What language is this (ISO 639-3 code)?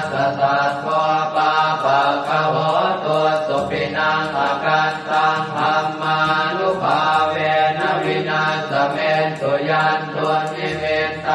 pli